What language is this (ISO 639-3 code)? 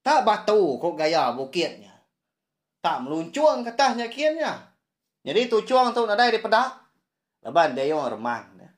iba